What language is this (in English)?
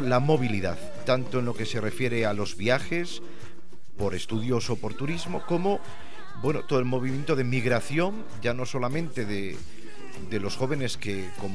Spanish